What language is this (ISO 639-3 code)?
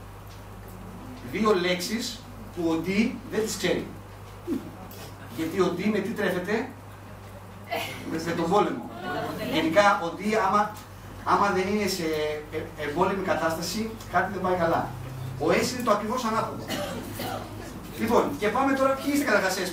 ell